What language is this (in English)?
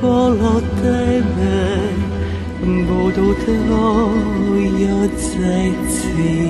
Rusyn